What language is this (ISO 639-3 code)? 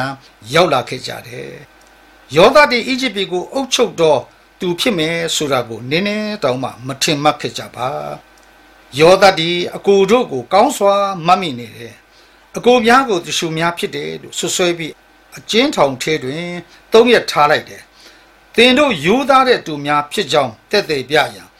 mya